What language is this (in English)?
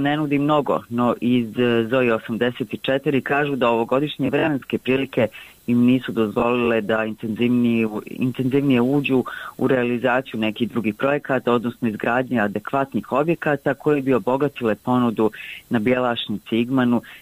Bosnian